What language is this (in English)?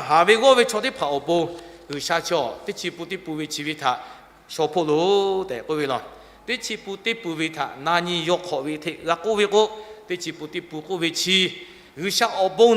Lahu